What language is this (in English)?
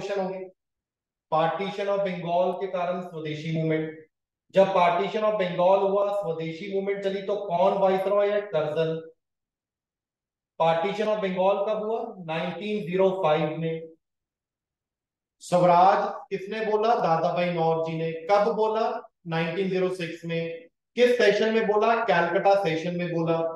Hindi